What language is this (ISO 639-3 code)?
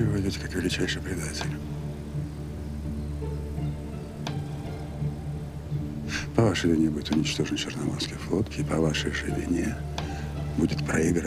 rus